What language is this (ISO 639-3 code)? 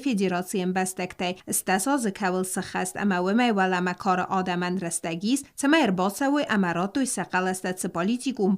oss